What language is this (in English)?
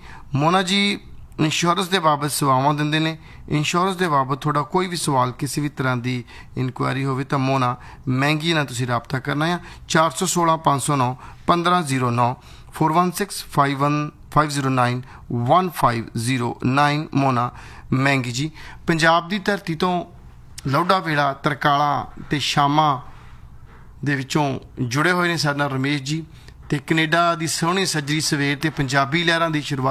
Punjabi